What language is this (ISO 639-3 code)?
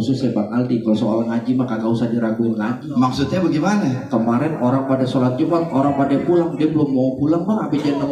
bew